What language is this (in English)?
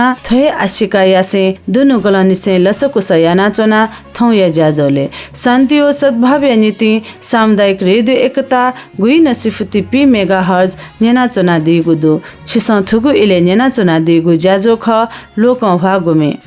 Newari